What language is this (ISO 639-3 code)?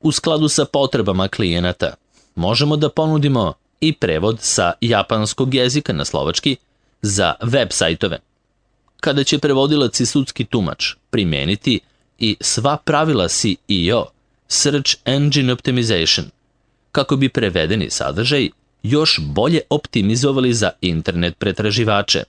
srp